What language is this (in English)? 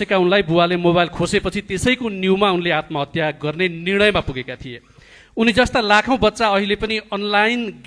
Nepali